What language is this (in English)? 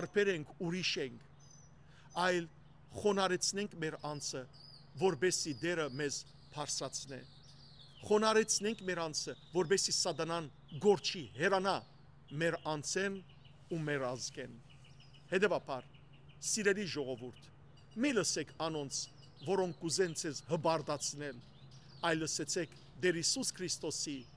Western Armenian